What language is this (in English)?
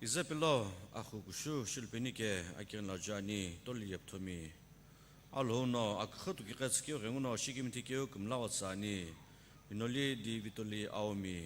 Sumi Naga